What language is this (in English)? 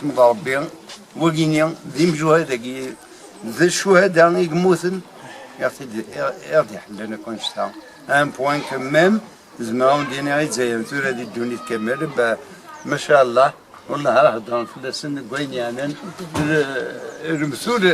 Kabyle